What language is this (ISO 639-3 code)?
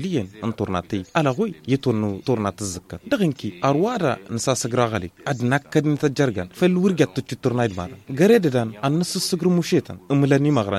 taq